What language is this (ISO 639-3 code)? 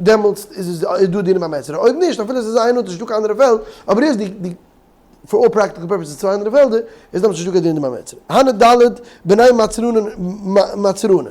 yid